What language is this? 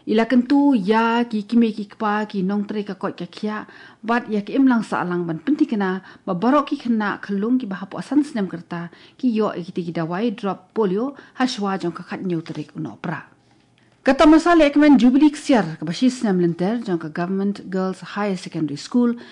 Khasi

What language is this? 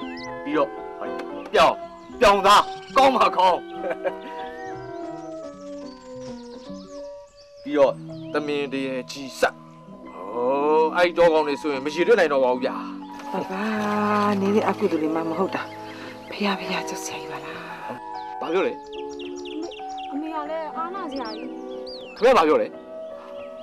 Burmese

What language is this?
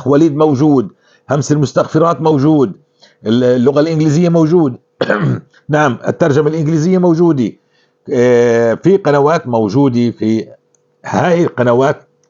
North Levantine Arabic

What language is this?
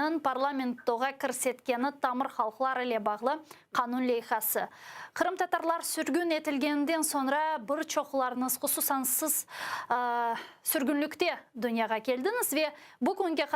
Crimean Tatar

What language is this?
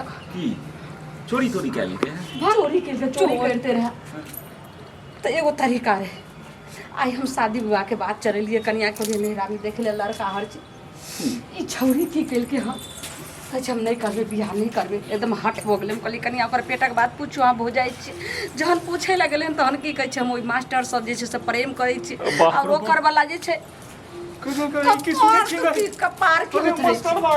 Maithili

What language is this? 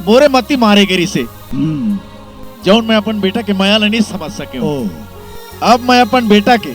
Chhattisgarhi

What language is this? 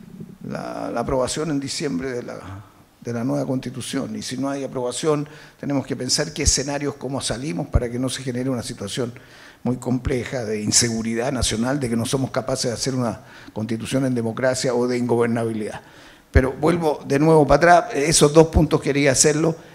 Spanish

